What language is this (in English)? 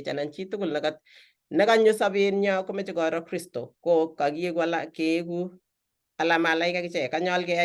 Kalenjin